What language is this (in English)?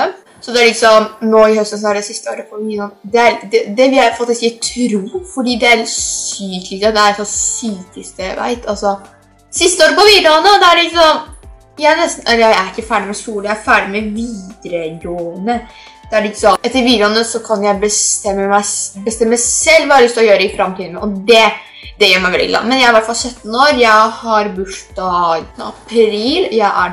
Norwegian